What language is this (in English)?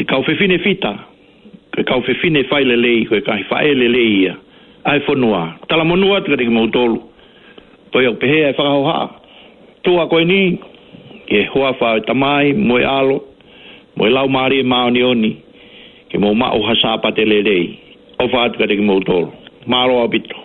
Tongan